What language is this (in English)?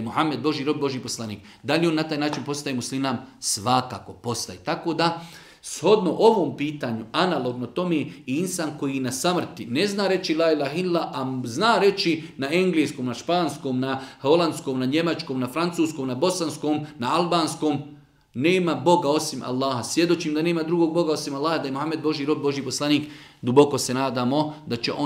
Bosnian